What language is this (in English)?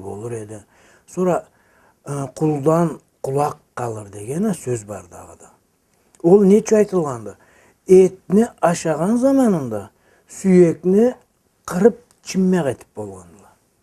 Karachay-Balkar